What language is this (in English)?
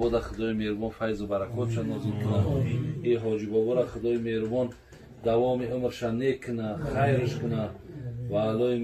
Tajik